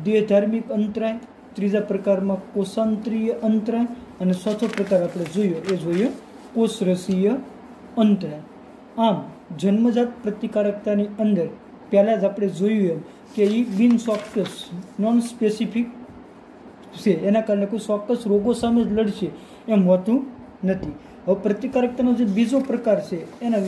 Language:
Gujarati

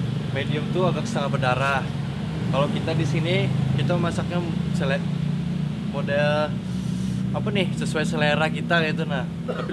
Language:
Banjar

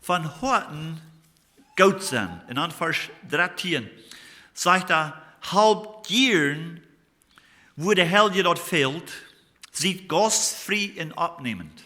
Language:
Plautdietsch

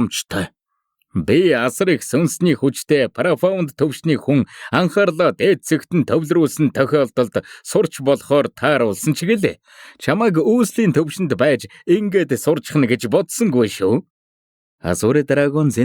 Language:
Mongolian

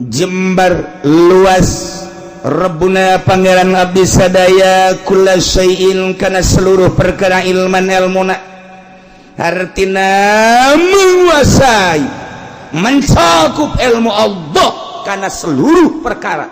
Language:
Sundanese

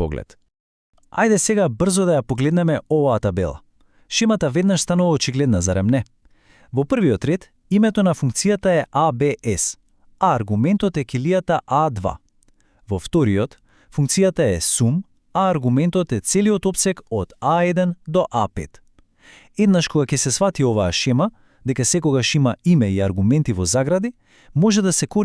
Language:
Macedonian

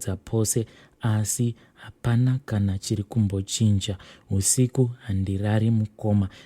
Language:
Shona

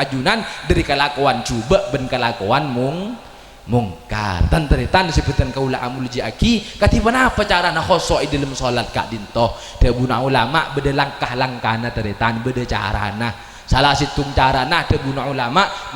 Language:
Madurese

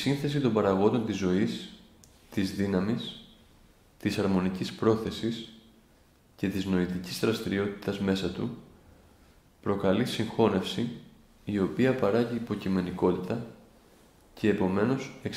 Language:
Greek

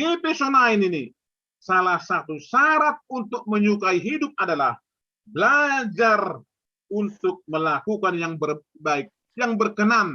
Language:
Batak Simalungun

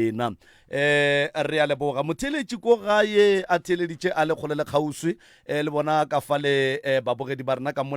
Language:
Northern Sotho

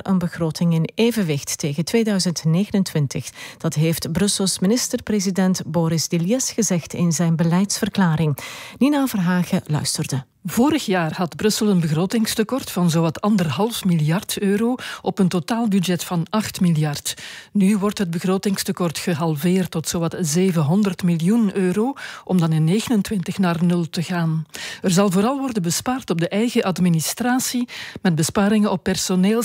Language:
Dutch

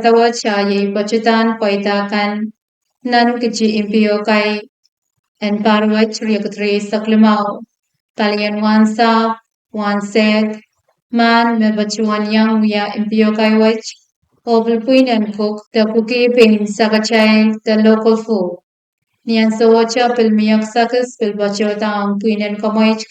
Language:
Pohnpeian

